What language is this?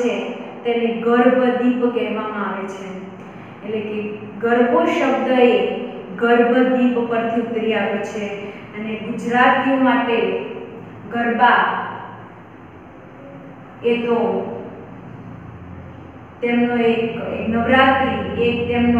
Gujarati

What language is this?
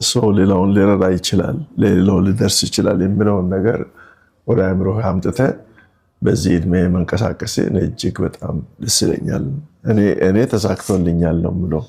Amharic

